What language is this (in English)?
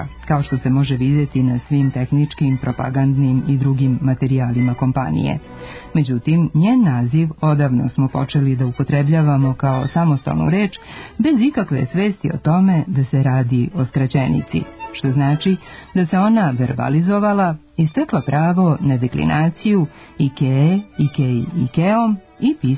Serbian